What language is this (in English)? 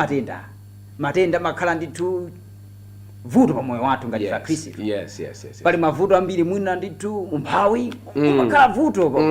Nyanja